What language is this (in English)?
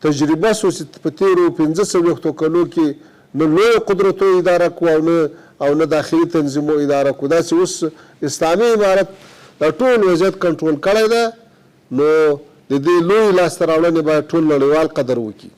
Pashto